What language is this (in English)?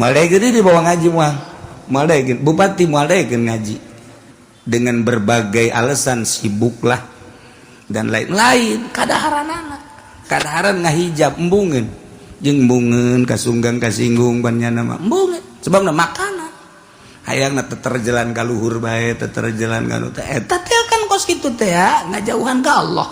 Sundanese